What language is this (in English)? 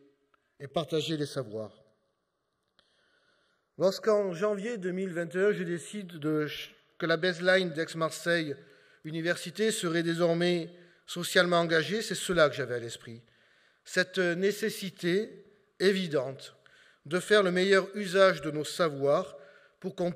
French